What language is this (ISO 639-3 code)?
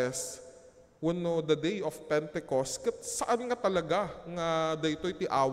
ilo